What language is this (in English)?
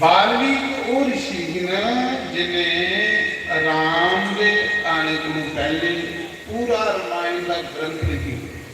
Dogri